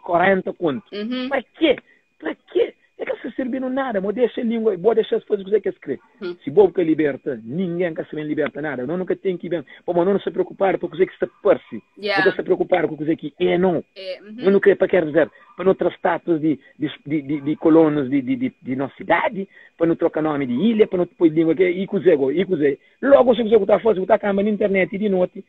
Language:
Kabuverdianu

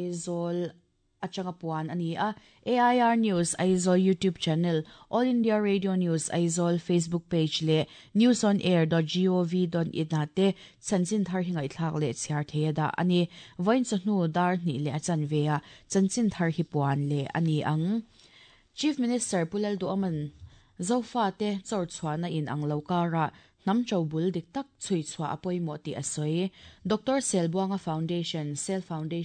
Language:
Mizo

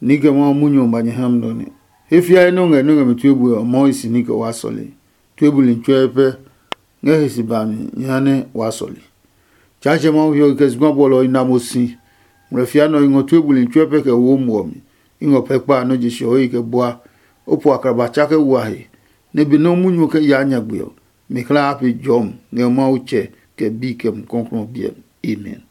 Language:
Adangme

